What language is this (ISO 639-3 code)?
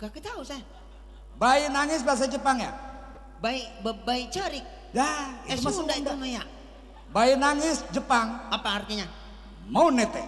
bew